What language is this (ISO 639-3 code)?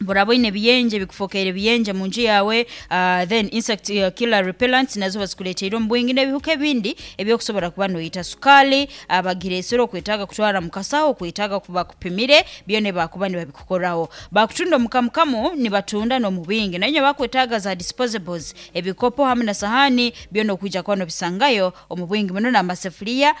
nyn